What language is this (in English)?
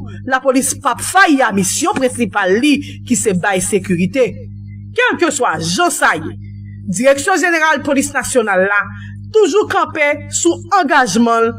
Haitian Creole